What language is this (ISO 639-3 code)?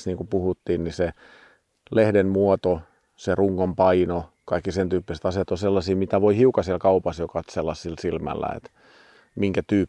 fin